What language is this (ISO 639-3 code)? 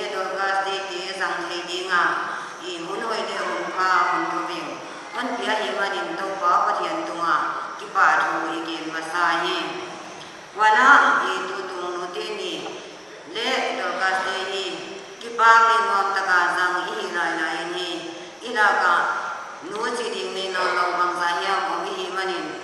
pck